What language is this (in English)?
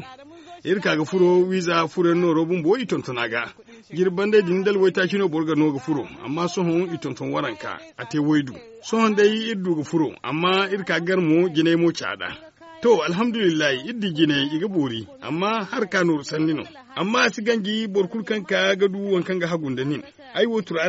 Zarma